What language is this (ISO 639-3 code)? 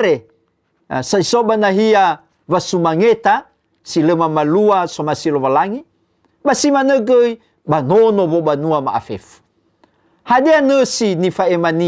nia